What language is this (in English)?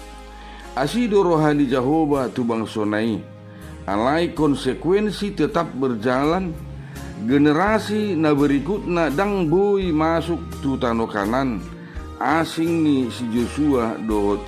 Batak Toba